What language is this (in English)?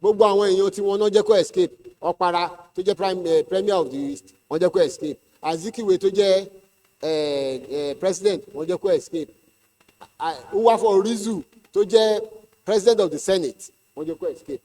Yoruba